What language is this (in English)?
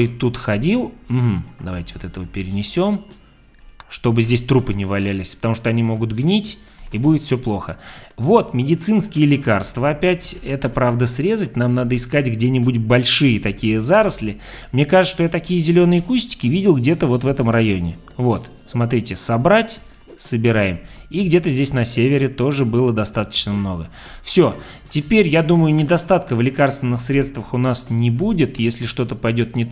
Russian